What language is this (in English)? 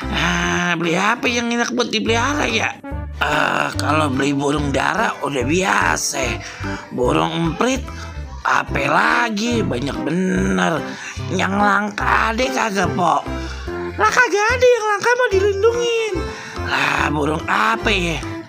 Betawi